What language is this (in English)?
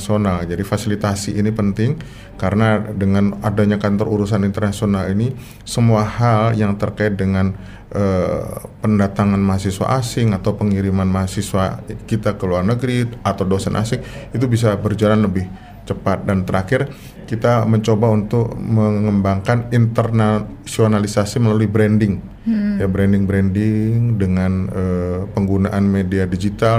Indonesian